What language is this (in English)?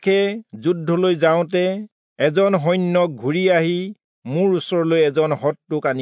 Assamese